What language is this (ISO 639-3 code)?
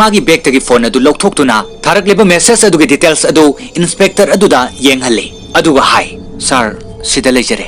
mni